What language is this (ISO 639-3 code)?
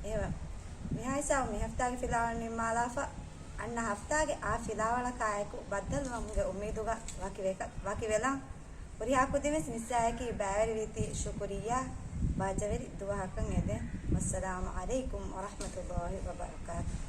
div